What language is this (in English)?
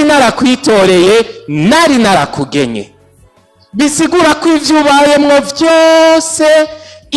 Rundi